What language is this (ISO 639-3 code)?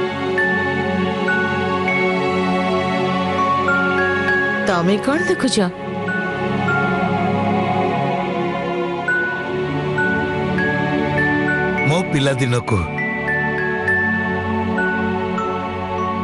ori